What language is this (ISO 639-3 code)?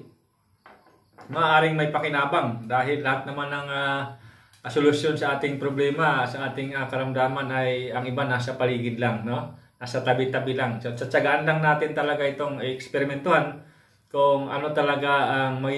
fil